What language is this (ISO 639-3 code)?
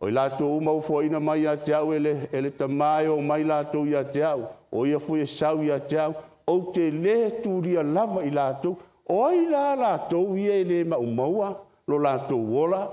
smo